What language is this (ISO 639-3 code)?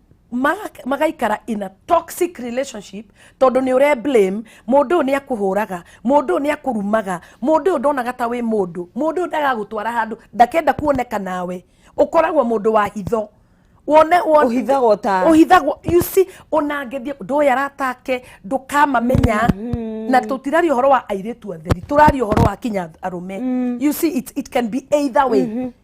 kik